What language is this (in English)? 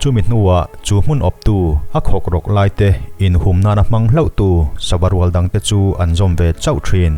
Mizo